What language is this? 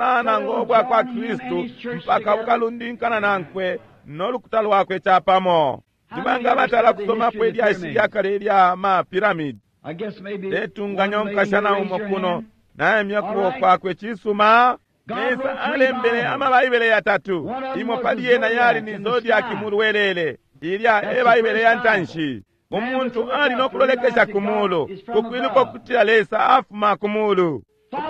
Bemba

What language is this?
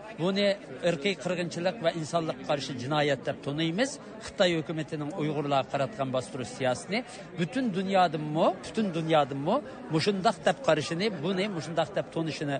Uyghur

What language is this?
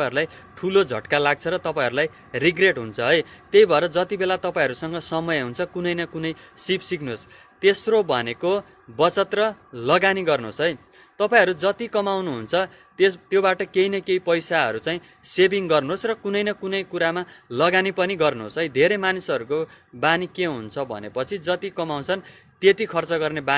Nepali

